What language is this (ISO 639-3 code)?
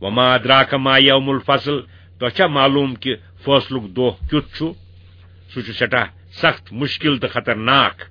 kas